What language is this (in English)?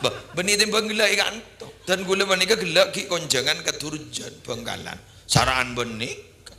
Madurese